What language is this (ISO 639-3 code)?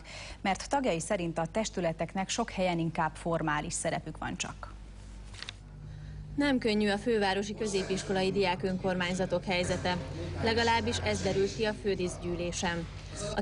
hun